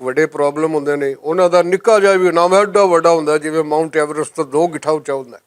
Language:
Western Panjabi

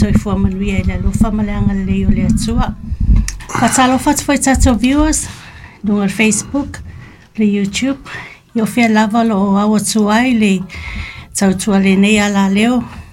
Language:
Samoan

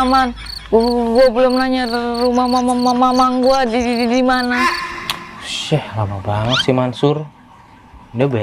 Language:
Betawi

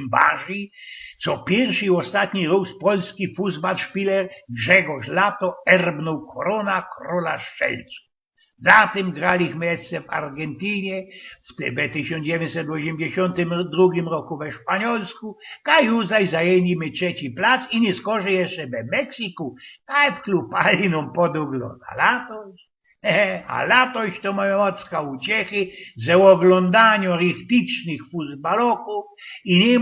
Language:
Silesian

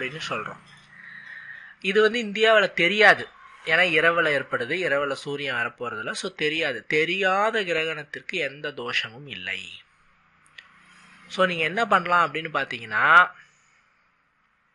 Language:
Tamil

